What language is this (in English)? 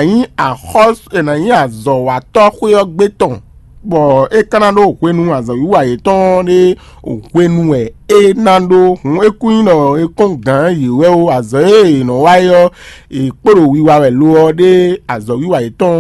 Fon